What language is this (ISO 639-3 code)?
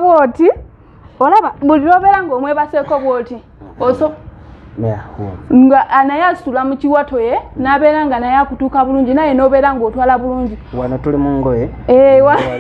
lug